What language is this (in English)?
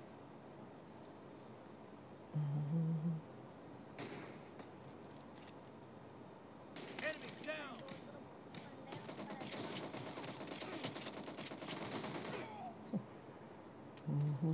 Tamil